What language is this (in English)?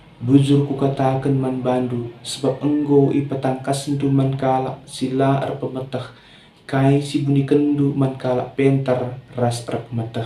Batak Karo